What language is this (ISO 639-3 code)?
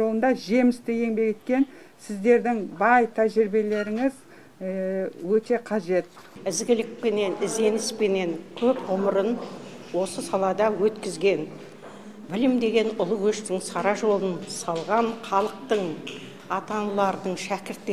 kir